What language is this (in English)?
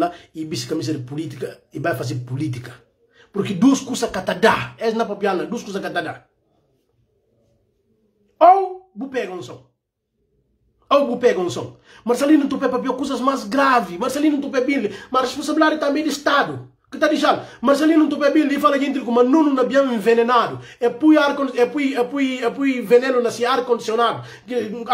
Portuguese